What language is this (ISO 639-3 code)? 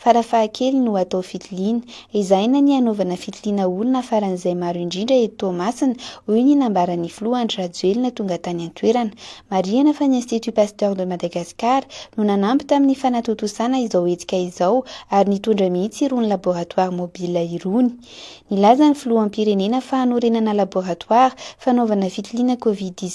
mlg